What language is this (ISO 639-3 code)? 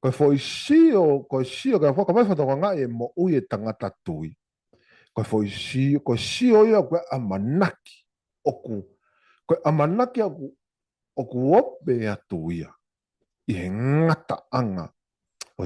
ton